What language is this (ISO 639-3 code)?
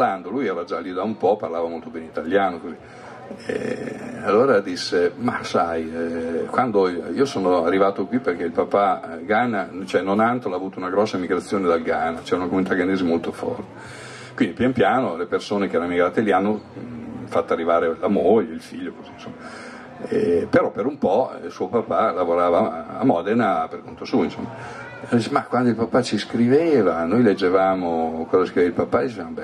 ita